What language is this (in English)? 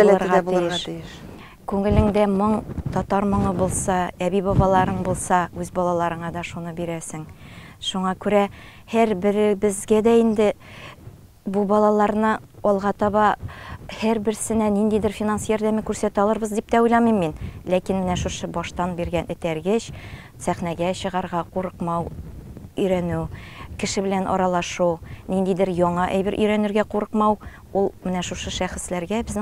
Tatar